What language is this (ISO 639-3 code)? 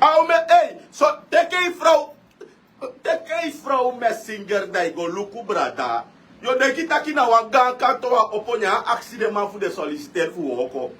srn